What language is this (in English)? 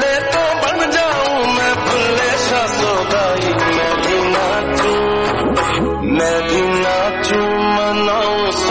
Punjabi